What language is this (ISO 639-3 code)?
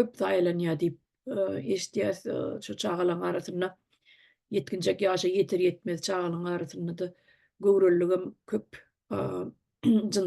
tuk